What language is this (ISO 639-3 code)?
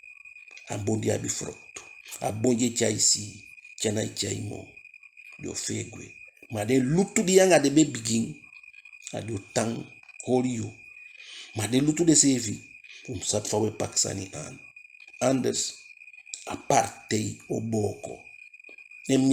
djk